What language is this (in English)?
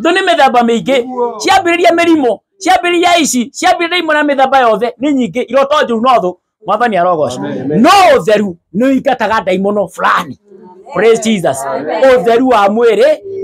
Kikuyu